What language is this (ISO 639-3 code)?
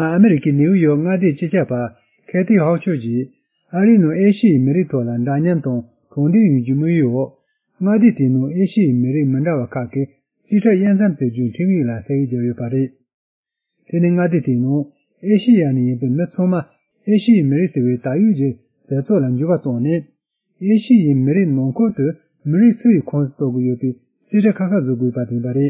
bod